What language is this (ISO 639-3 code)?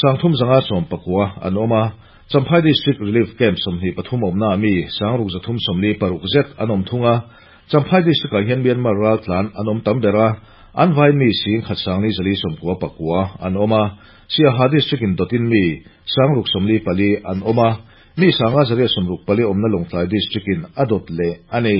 lus